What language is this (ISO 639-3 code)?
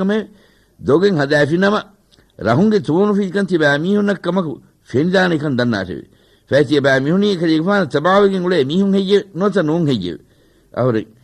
div